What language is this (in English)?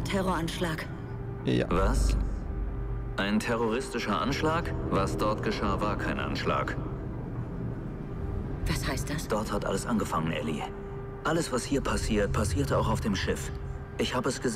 German